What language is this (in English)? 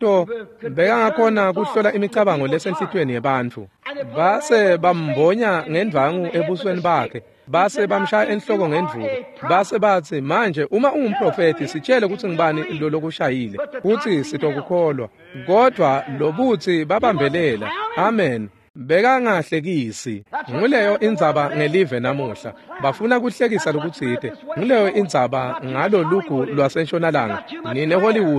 Swati